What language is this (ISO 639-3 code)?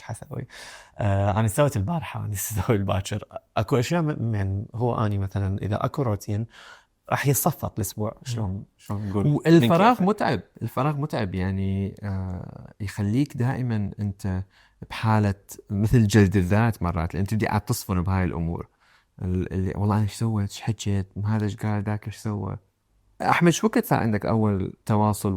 acm